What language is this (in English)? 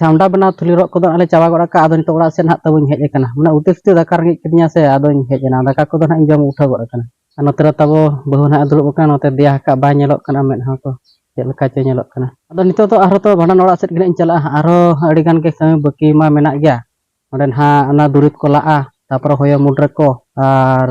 Santali